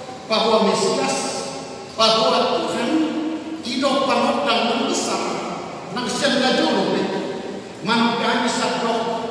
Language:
Batak Toba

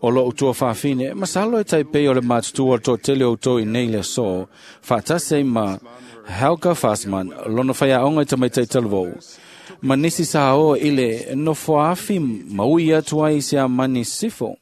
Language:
Samoan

